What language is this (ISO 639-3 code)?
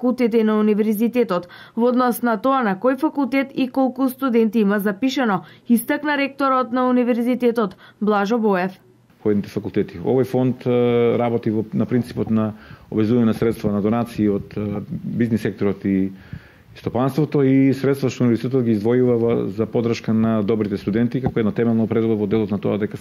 mkd